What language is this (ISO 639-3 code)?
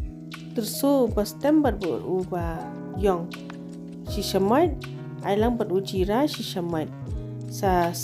kha